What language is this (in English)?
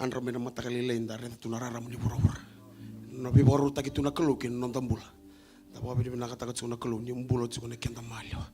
Fijian